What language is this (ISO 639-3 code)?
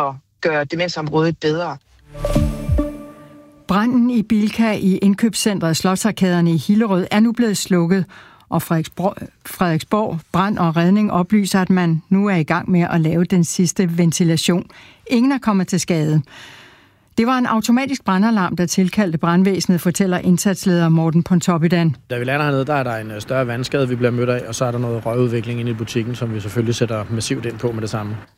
dan